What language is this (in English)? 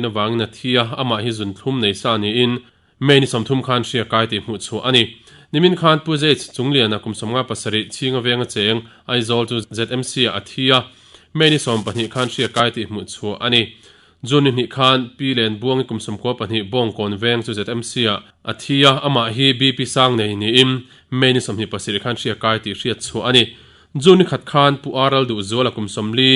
Mizo